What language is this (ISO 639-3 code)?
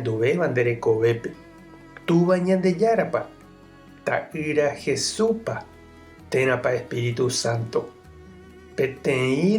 grn